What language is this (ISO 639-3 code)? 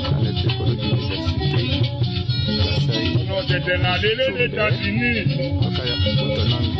tll